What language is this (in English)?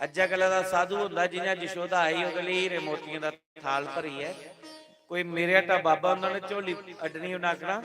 Dogri